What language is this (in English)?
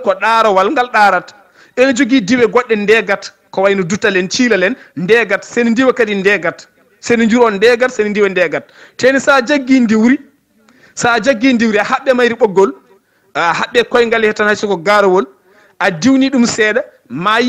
Fula